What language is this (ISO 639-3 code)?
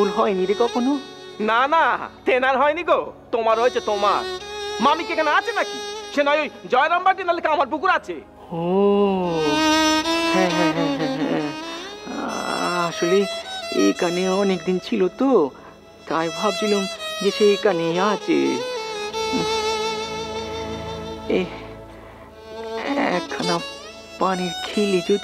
ben